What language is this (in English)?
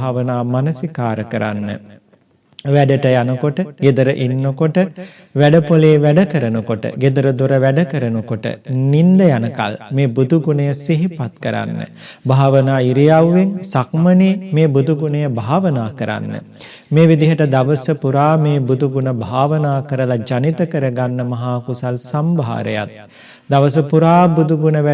Sinhala